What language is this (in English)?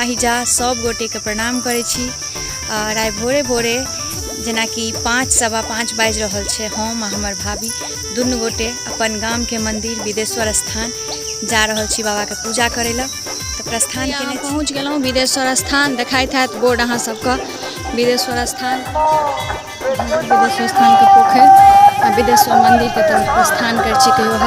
Maithili